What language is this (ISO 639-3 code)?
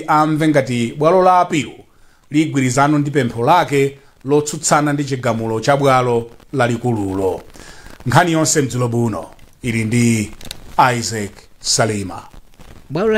nya